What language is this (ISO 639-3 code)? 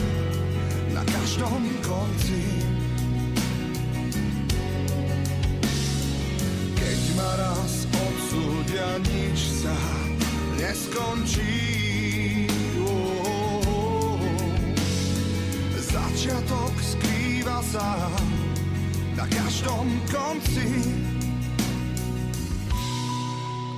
slk